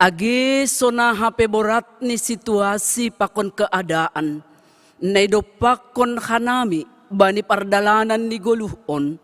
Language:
Batak Simalungun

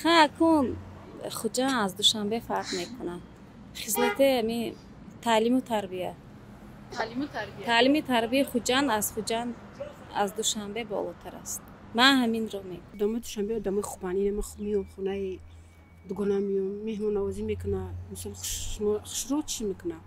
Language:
Tajik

